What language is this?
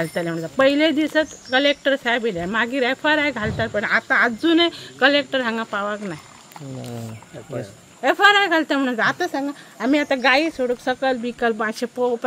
Konkani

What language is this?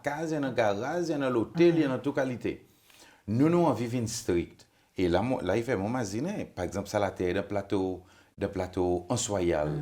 Seselwa Creole French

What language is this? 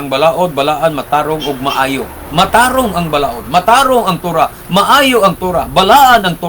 Cebuano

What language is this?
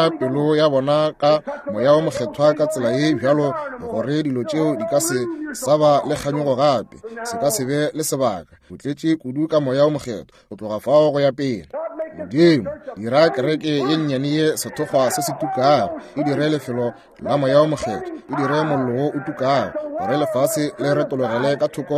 Northern Sotho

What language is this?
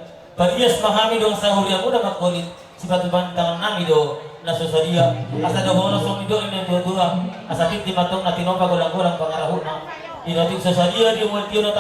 Batak Toba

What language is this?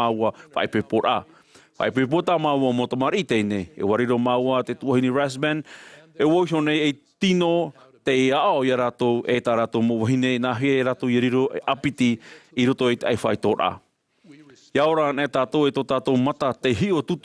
Tahitian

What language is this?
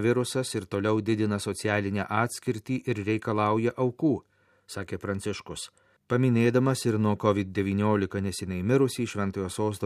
Lithuanian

